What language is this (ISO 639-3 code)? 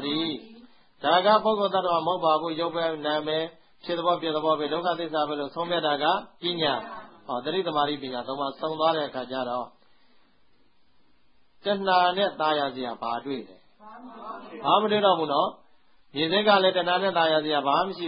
mya